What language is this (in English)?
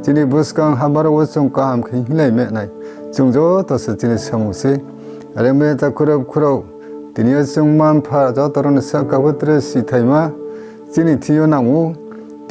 Riang (India)